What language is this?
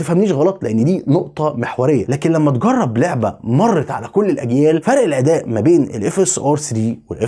Egyptian Arabic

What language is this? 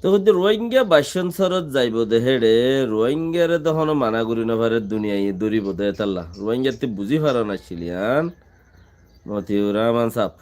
Rohingya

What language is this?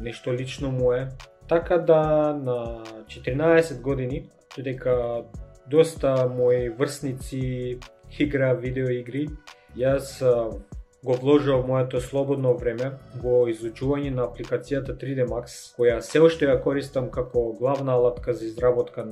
Macedonian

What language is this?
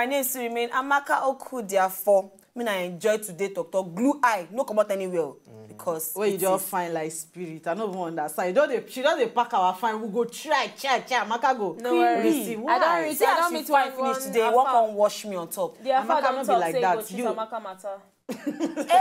Nigerian Pidgin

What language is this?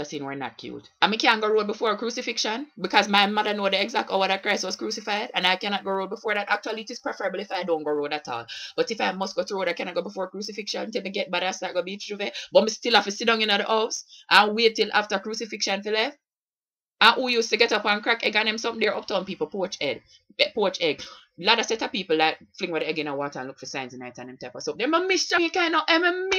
Jamaican Creole English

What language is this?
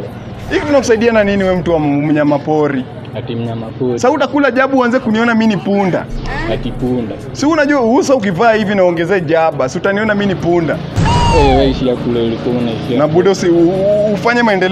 Swahili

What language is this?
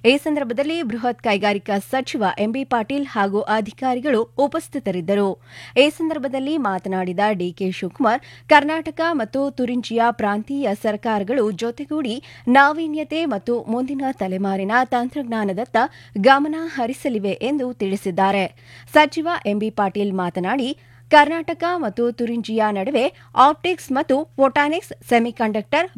Kannada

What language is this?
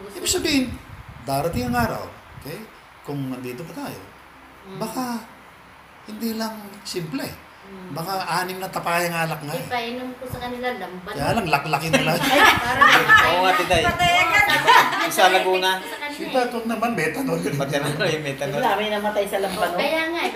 Filipino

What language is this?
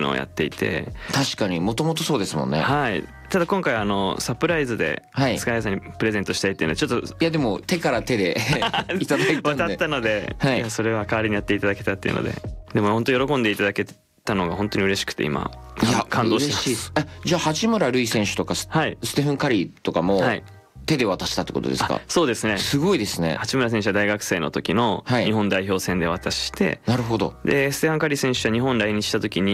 Japanese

